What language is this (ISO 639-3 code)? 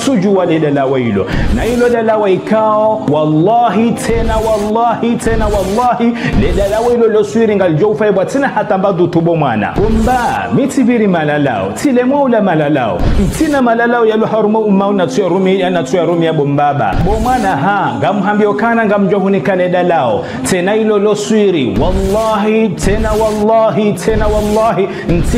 zdj